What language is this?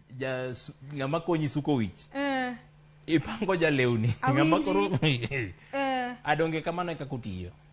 Luo (Kenya and Tanzania)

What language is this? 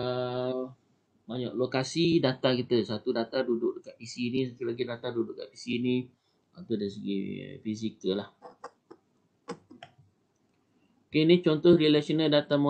Malay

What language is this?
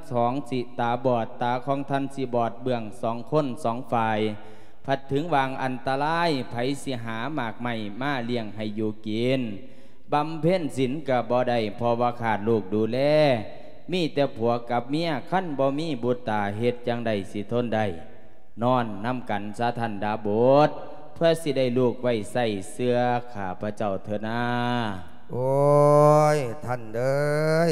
Lao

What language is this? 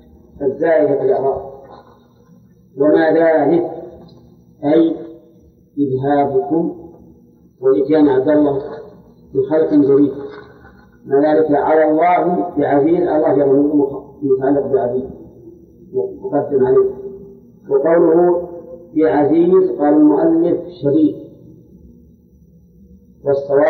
Arabic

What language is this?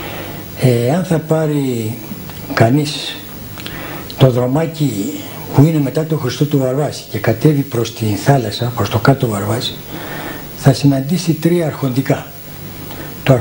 Greek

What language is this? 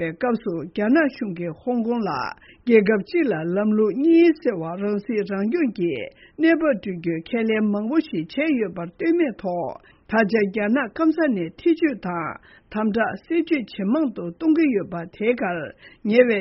Tibetan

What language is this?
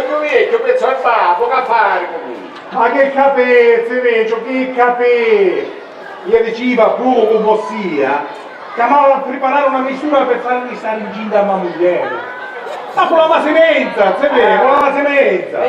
Sicilian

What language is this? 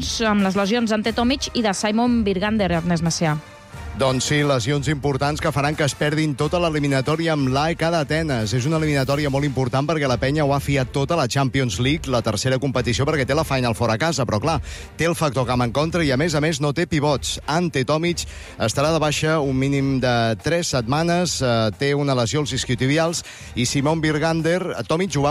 Catalan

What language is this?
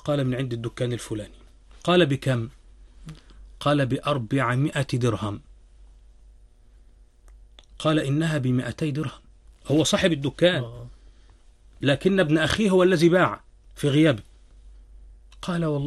Arabic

